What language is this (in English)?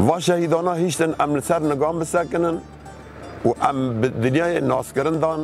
Kurdish